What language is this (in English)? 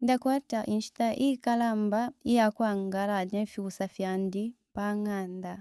Bemba